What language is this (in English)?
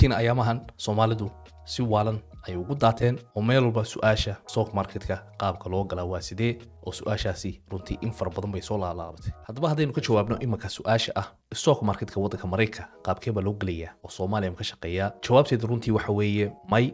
Somali